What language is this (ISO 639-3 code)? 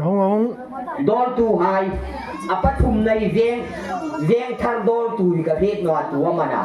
hmr